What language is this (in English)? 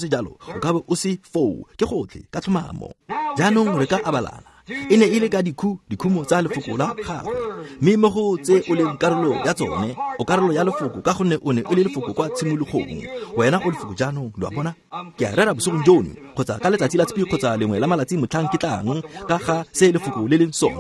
Tswana